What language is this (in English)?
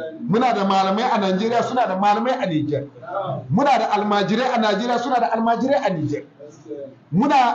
Hausa